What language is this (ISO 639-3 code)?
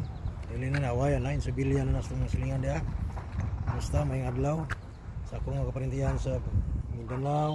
ceb